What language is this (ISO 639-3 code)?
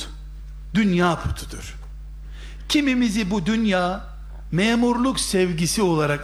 tur